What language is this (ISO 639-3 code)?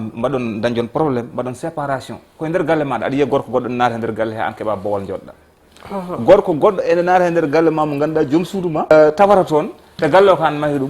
ful